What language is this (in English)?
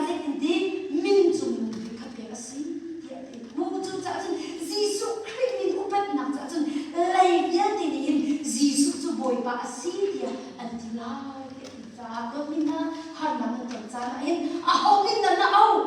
Hakha Chin